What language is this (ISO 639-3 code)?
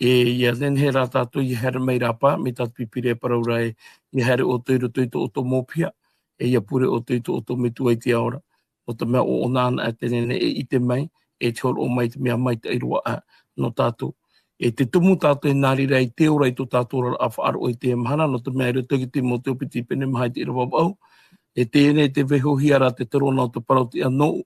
tah